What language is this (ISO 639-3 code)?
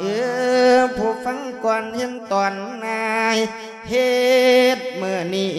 lao